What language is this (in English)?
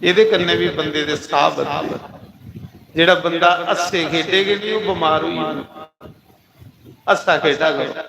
Dogri